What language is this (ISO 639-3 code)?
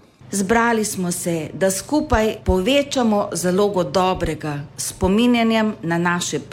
slv